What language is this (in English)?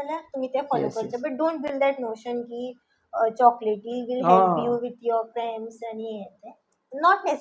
Konkani